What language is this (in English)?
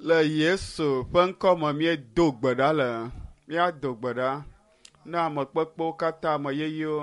Ewe